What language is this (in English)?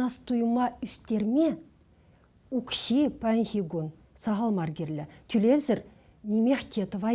Chuvash